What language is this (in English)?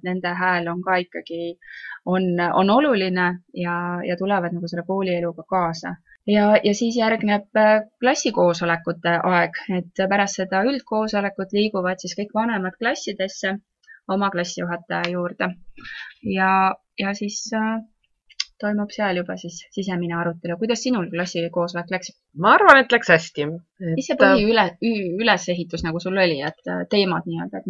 Estonian